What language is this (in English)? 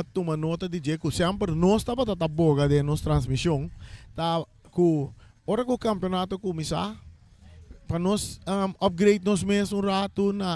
Papiamento